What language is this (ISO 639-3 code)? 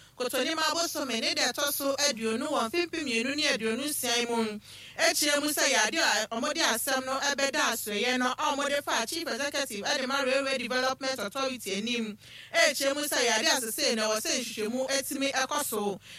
aka